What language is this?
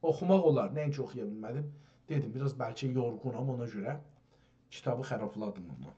South Azerbaijani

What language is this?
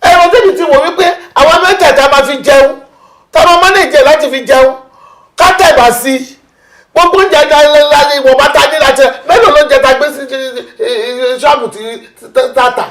Yoruba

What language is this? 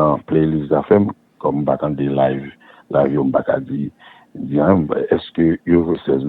Haitian Creole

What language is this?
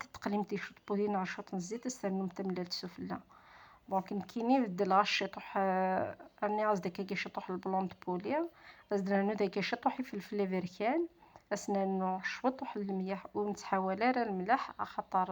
Kabyle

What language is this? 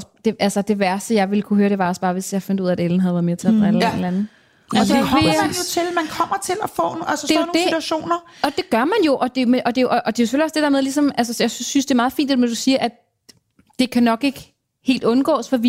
Danish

